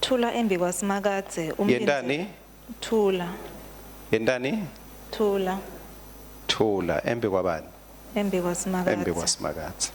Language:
Swati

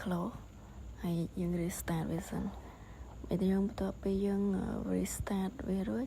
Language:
Khmer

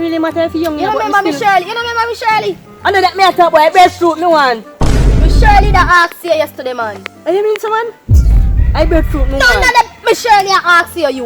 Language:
Jamaican Creole English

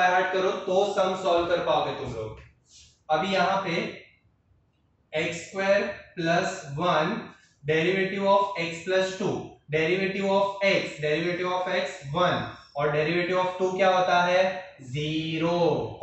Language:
Hindi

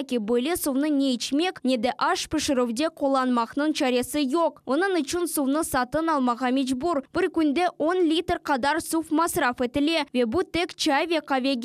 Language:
Crimean Tatar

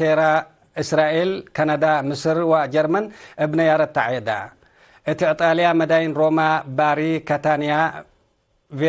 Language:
Tigre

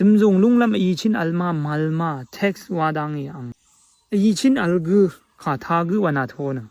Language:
Rawang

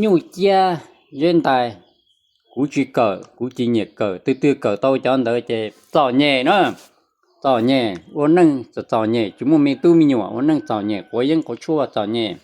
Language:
Hmong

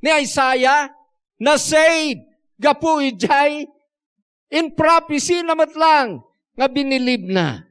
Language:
Iloko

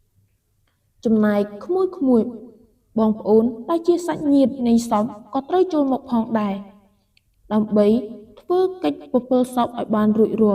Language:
Khmer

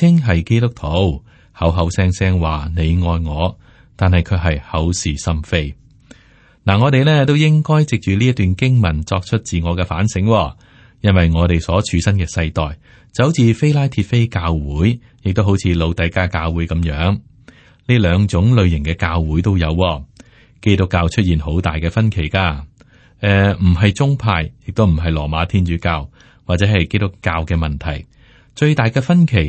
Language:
Cantonese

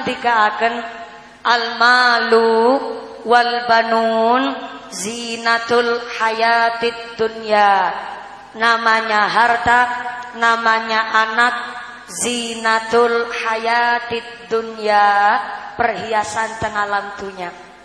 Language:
Javanese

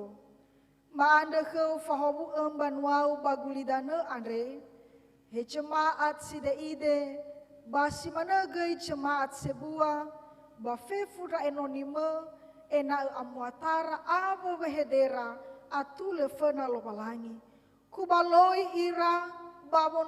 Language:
Nias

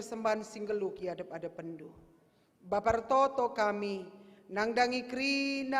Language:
Batak Karo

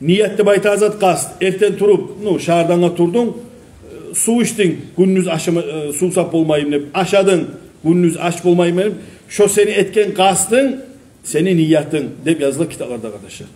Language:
Kumyk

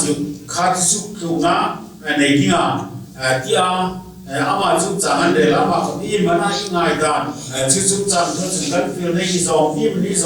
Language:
Hmar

